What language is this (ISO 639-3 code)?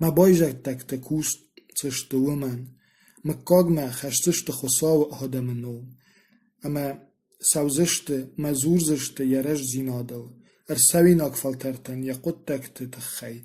oss